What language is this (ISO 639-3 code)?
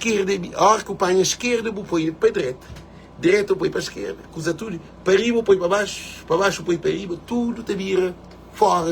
kea